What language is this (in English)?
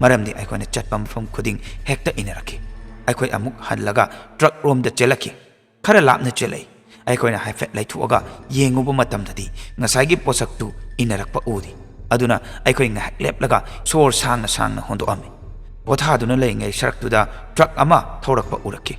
Manipuri